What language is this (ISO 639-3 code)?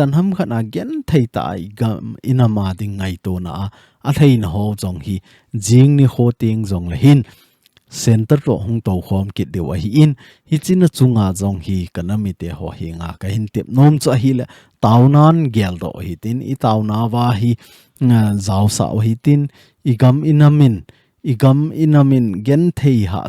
tcz